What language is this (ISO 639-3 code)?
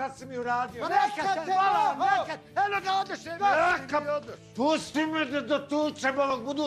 bos